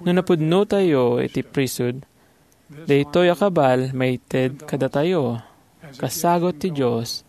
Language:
Iloko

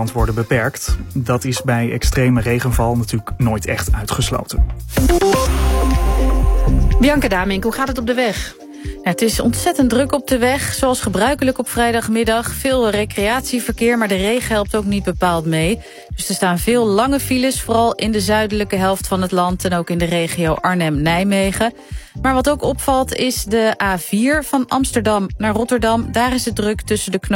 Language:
Dutch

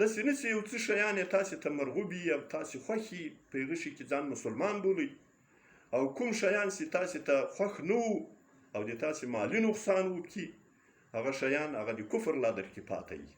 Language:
Pashto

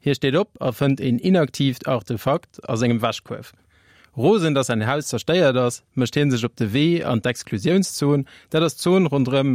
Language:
Luxembourgish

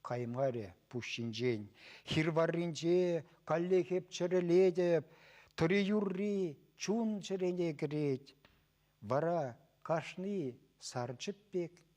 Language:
Chuvash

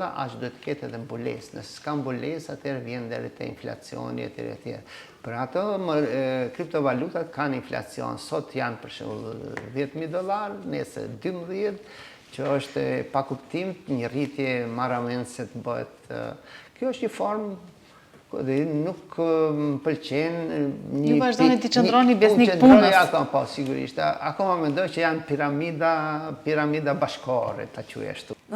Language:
Albanian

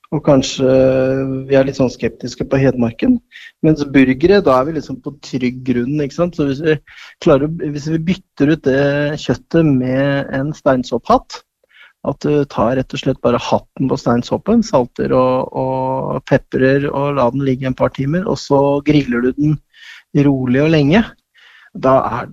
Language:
Norwegian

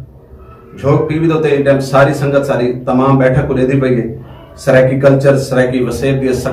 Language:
Saraiki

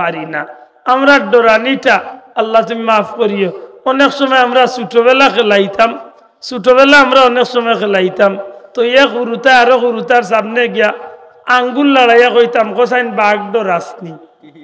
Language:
Sylheti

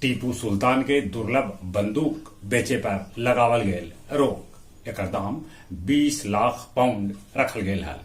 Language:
Magahi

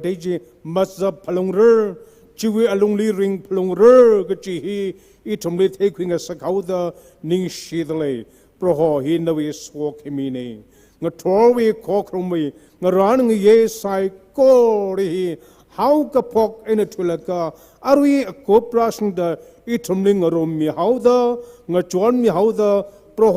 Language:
Tangkhul Naga (India)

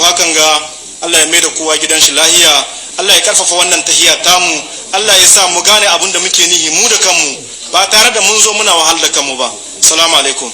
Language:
Hausa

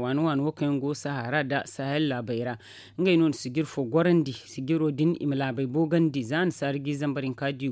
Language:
Zarma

